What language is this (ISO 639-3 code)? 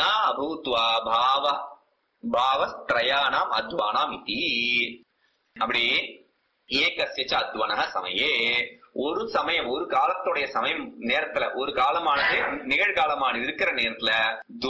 tam